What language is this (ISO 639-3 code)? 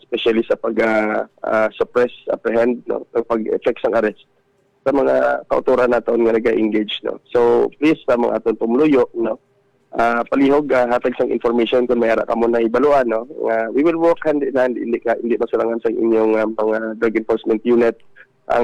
hil